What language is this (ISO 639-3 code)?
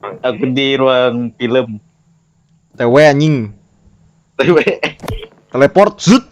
bjn